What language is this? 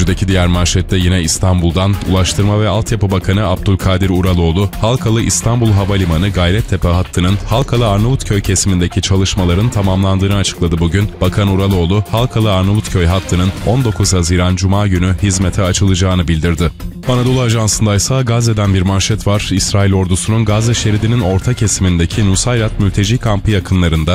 Turkish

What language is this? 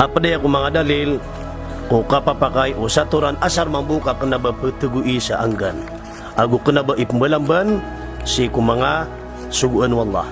Maranao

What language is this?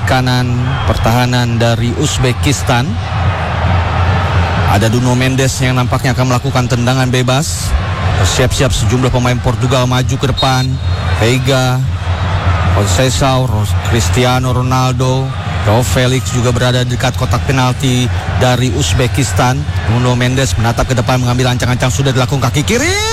Indonesian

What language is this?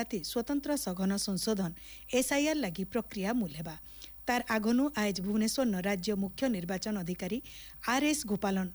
Odia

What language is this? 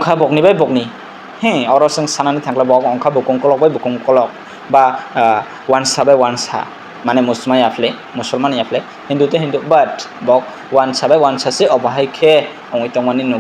Kok Borok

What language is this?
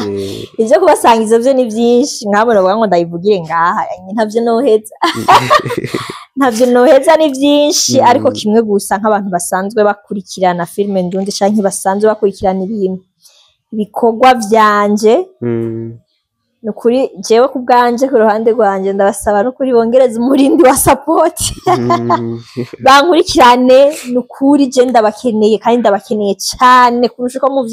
Rundi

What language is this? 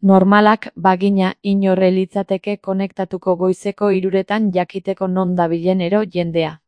Basque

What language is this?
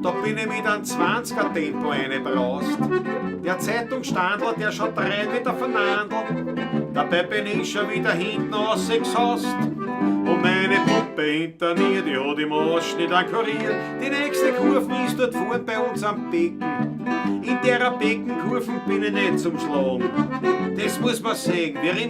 Bavarian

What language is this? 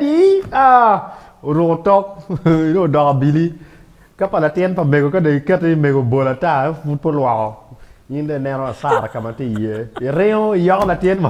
Acoli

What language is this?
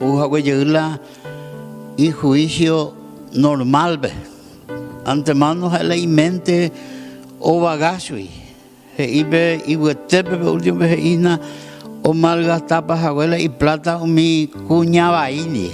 Guarani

